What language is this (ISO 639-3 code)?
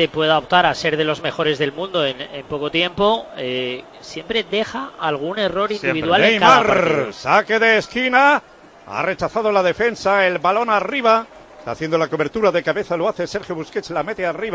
spa